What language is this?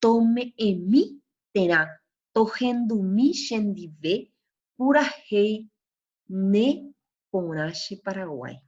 Guarani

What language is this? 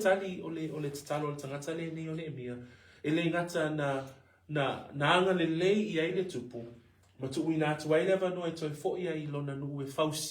Samoan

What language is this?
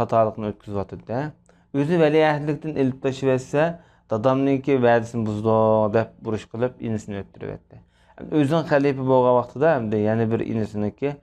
Uyghur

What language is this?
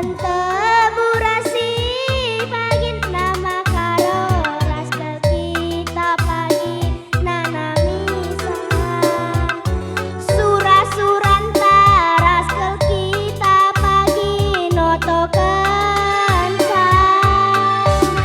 Batak Karo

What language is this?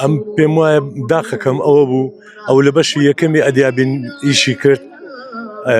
Central Kurdish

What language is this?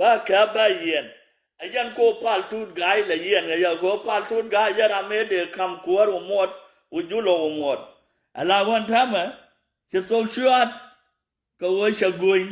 Nuer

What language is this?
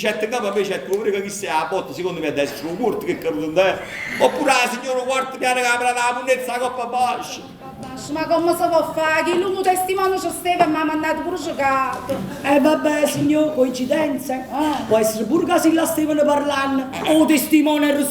Neapolitan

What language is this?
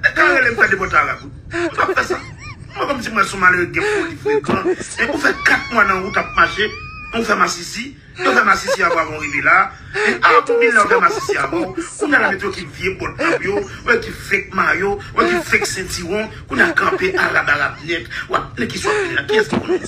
Haitian Creole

